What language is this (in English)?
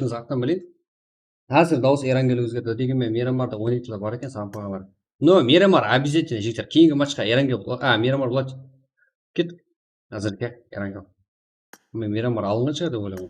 Kara-Kalpak